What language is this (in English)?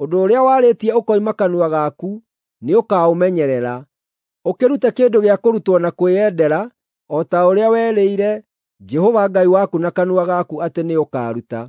Kikuyu